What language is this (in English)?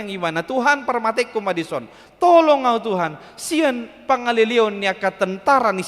Batak Toba